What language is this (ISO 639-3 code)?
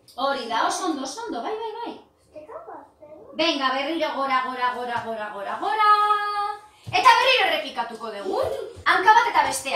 eus